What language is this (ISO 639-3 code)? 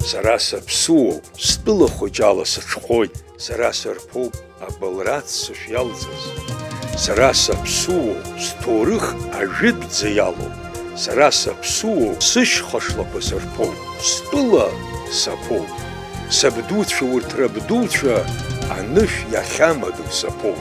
abk